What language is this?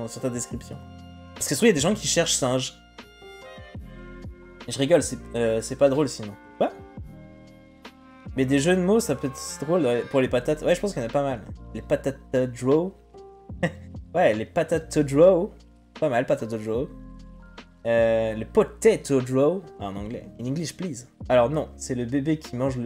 French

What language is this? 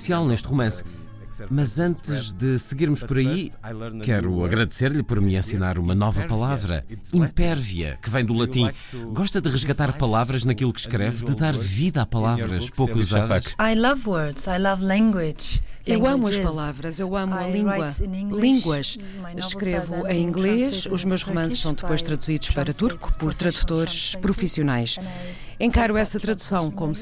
Portuguese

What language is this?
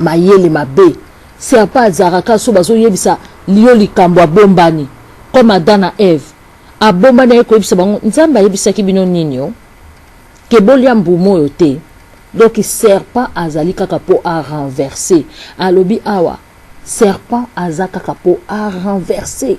Lingala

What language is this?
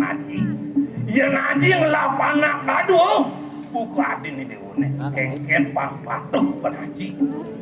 Balinese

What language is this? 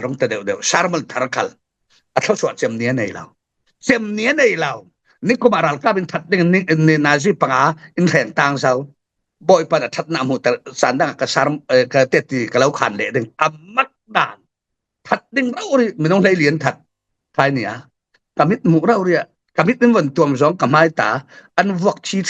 Falam Chin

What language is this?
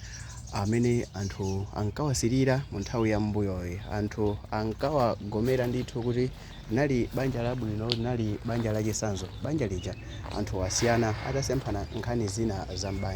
Nyanja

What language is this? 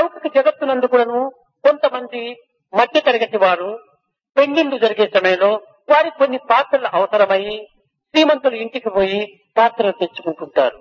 Telugu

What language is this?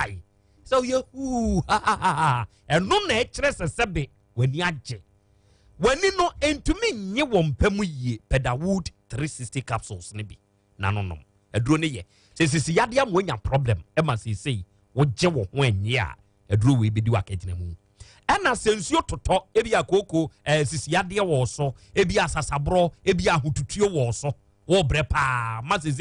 Akan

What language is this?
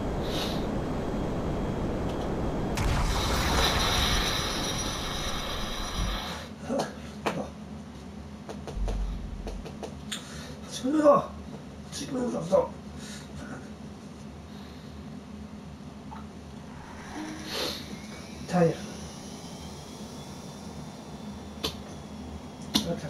Swedish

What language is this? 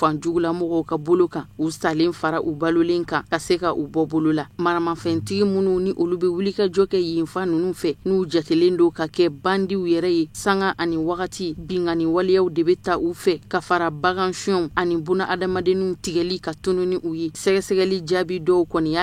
Bambara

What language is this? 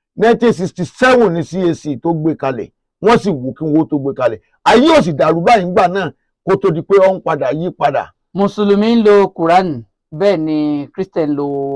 Yoruba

